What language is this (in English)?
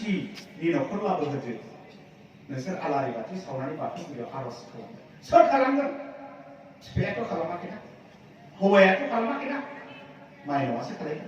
Bodo